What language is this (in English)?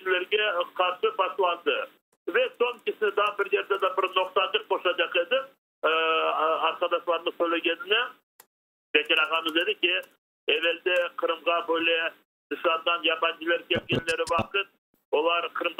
Crimean Tatar